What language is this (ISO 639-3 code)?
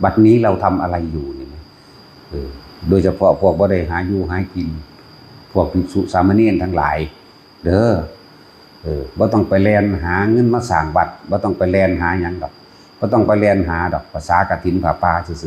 tts